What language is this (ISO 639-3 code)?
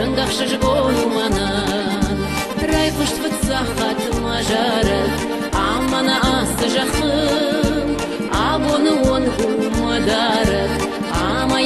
oss